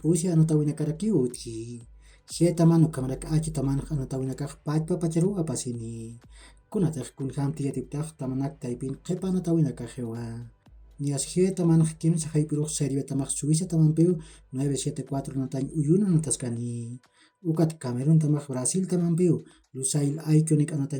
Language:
Aymara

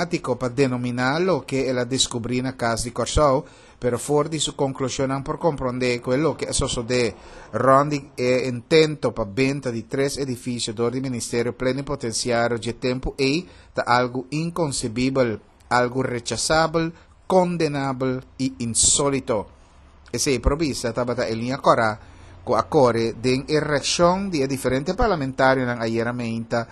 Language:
Papiamento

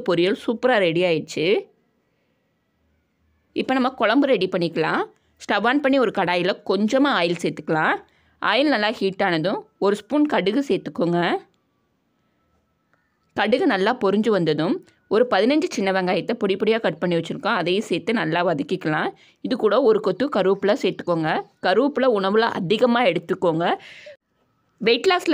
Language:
Tamil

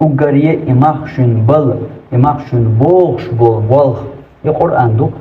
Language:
Chechen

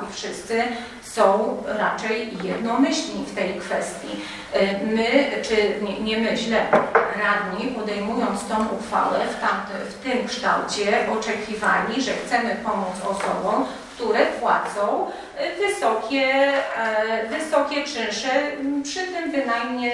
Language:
Polish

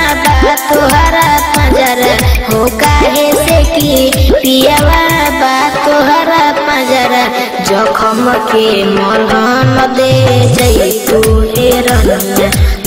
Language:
Bhojpuri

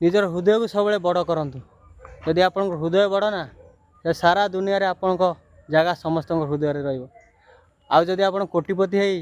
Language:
Odia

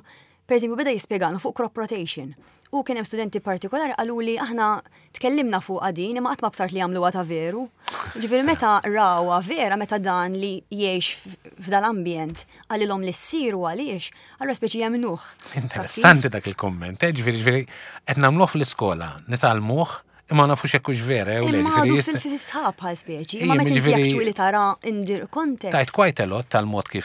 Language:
Maltese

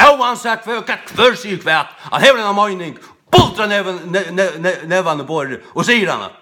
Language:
Faroese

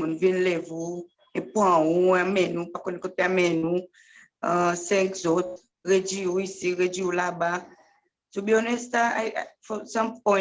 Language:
Seselwa Creole French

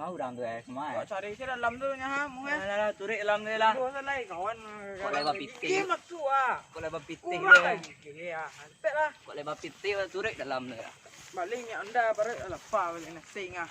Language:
Minangkabau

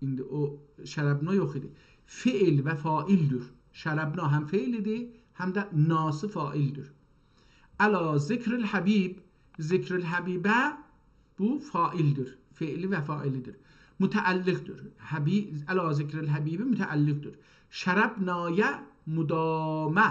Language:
South Azerbaijani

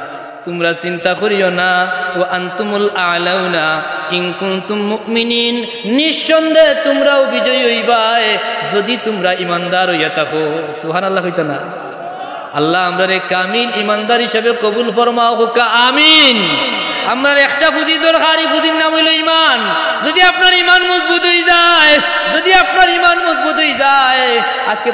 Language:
Sylheti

